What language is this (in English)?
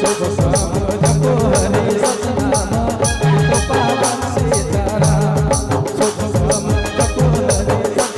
Sadri